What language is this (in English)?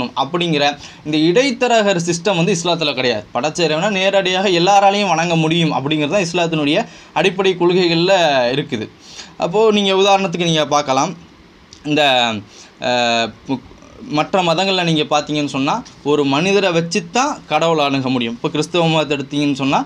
Tamil